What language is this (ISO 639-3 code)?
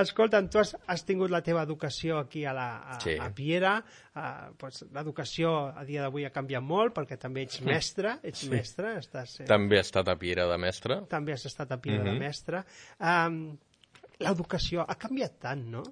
cat